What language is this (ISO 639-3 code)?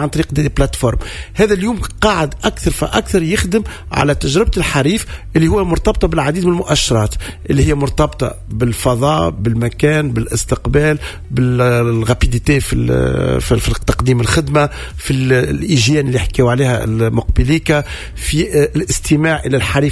aeb